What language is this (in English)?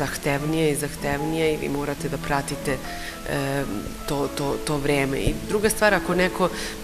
Serbian